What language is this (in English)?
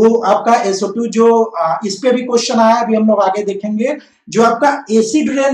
Hindi